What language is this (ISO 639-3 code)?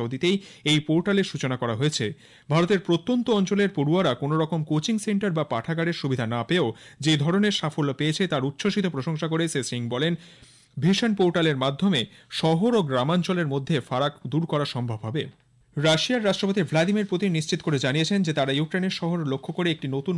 ben